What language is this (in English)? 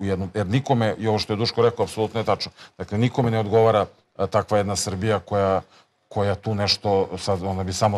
Serbian